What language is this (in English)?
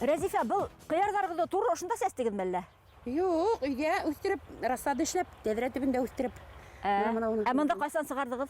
Bashkir